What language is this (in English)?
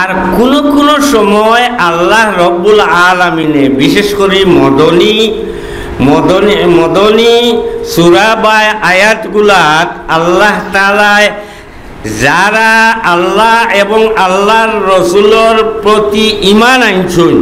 Sylheti